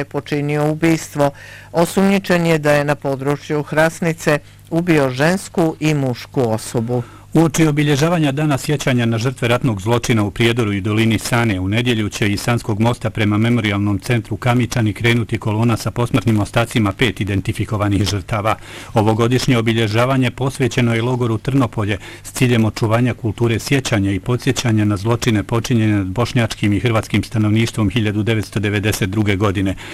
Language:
Bosnian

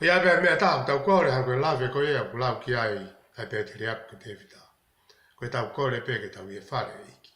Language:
Tongan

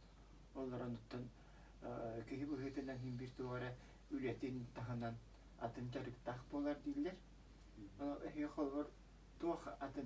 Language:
Yakut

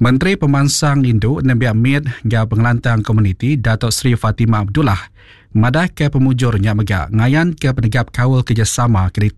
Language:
Iban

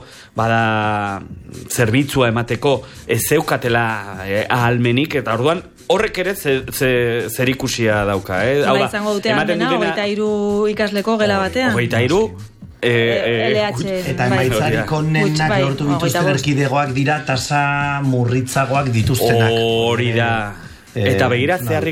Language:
Basque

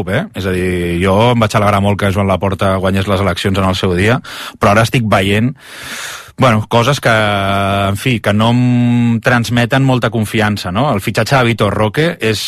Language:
Catalan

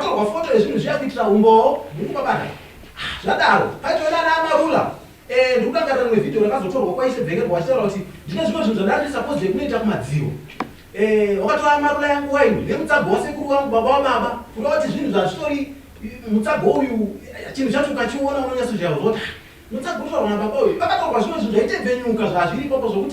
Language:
Shona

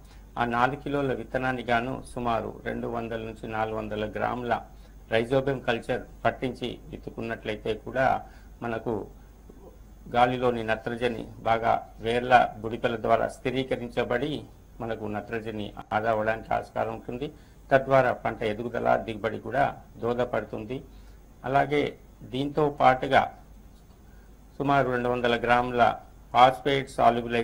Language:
Telugu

